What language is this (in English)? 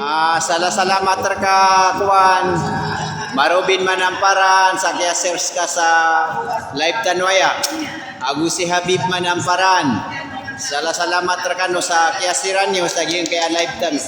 Maranao